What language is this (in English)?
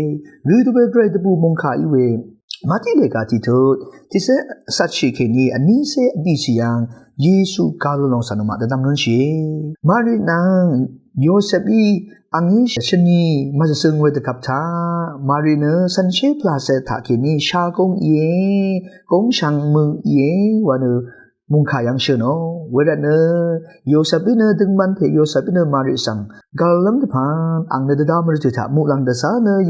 Rawang